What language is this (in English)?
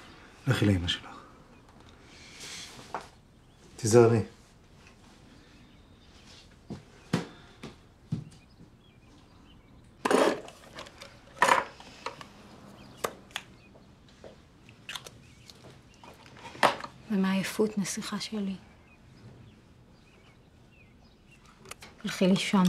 Hebrew